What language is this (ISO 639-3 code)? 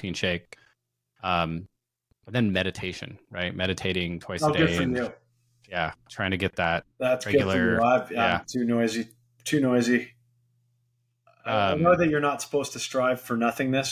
eng